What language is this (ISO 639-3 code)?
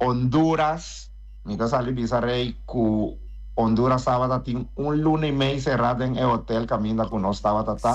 pap